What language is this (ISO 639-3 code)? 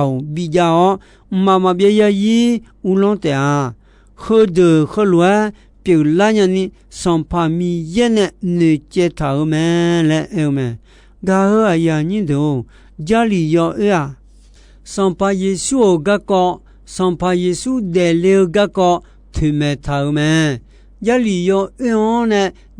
ahk